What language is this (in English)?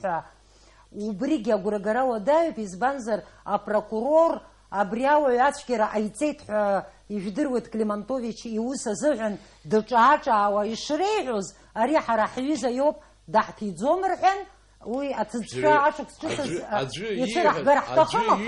Abkhazian